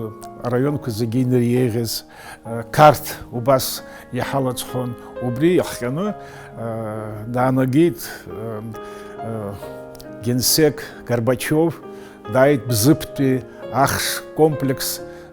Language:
Abkhazian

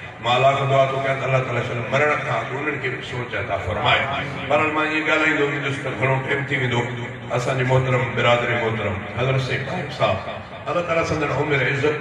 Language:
Sindhi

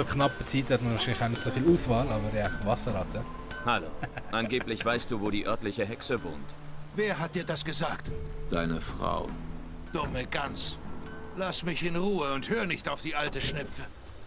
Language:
Swiss German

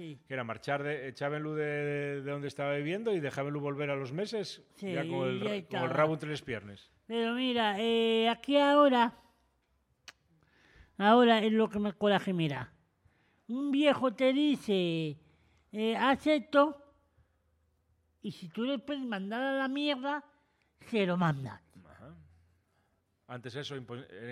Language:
Spanish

